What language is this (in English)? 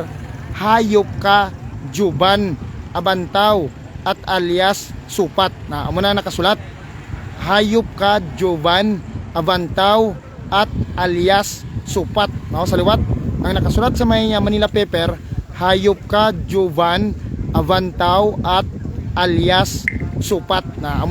Hiligaynon